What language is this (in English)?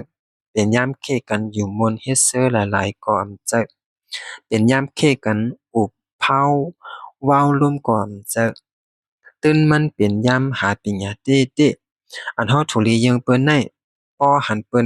Shan